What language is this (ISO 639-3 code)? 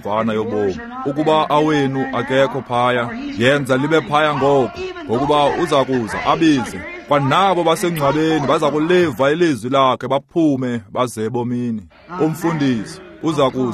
xho